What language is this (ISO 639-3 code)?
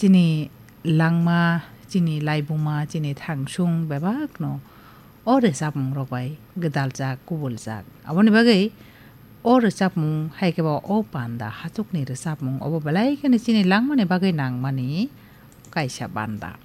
trp